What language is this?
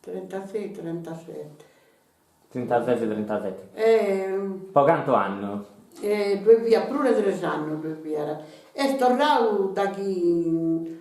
Sardinian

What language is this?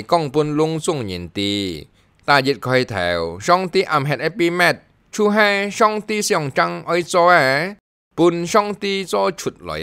Hakka Chinese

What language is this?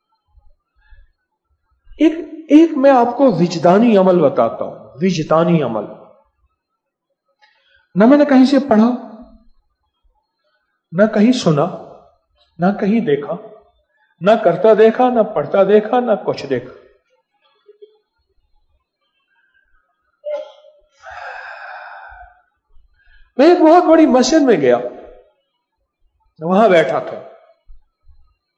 Urdu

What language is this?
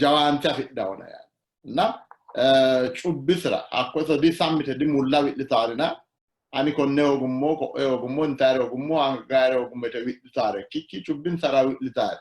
Sidamo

